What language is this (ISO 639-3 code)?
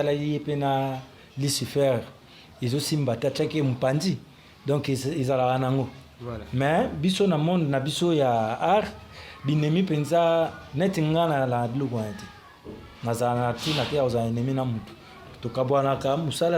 lin